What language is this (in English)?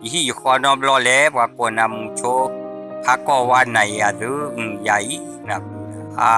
S'gaw Karen